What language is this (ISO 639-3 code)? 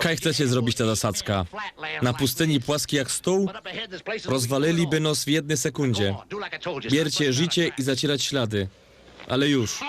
szl